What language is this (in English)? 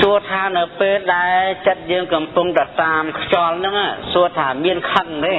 Khmer